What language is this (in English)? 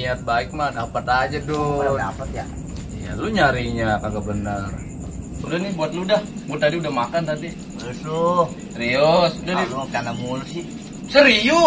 Betawi